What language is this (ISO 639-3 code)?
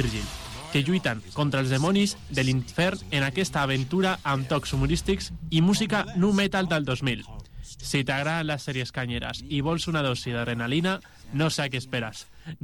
cat